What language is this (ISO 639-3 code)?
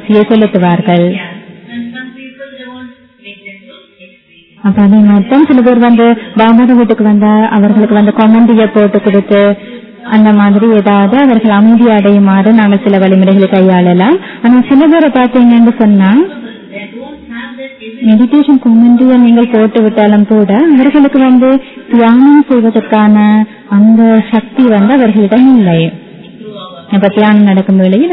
tam